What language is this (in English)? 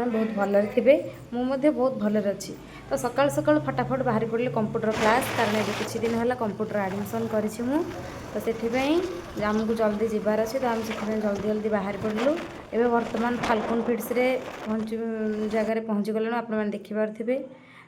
Odia